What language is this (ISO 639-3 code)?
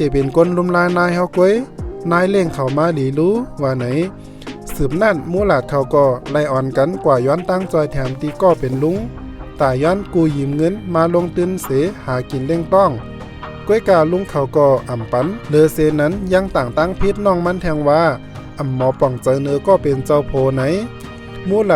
shn